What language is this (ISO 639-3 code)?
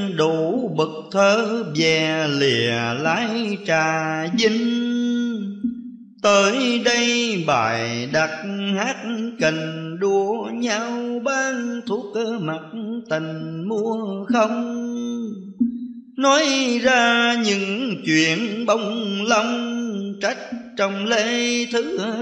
vie